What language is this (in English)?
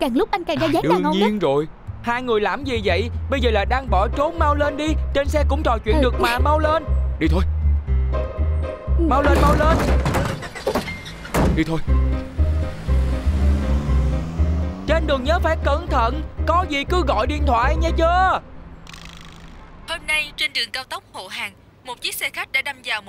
Vietnamese